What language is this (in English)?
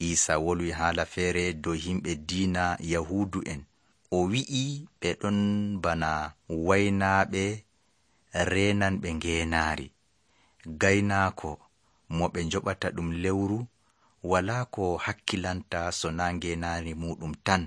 Nigerian Fulfulde